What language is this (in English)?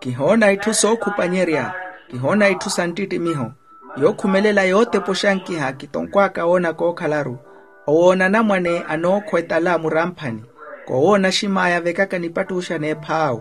Makhuwa